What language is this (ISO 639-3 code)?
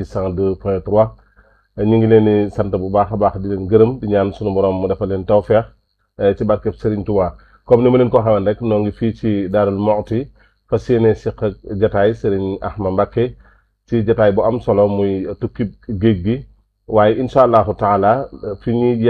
wol